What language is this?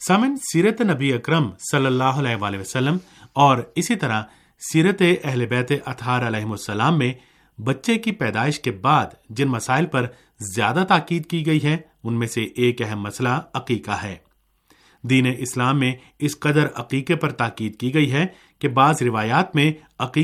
Urdu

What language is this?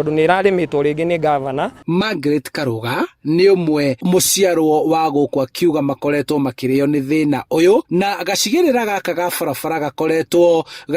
Kikuyu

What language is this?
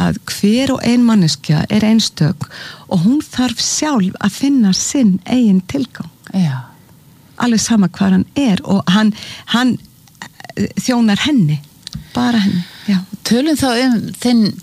Icelandic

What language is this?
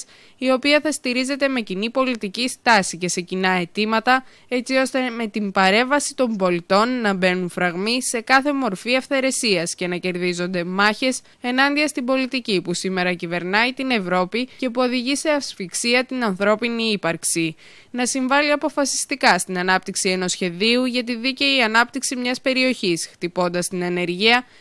Greek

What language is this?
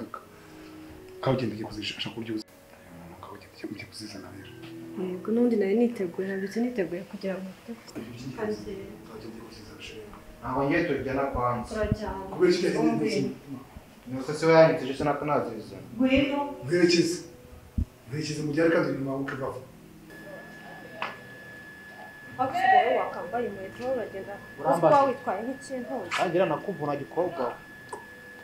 Kinyarwanda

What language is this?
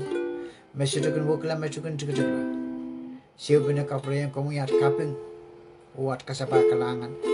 Pohnpeian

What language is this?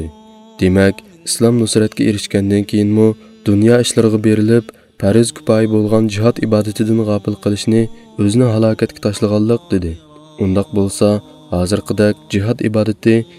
Uyghur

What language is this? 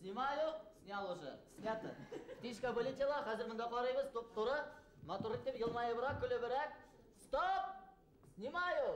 Bashkir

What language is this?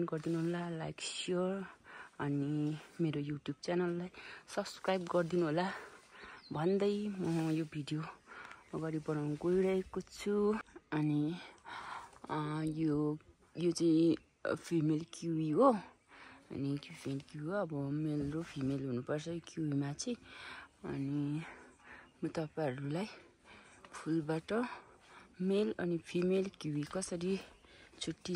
Nepali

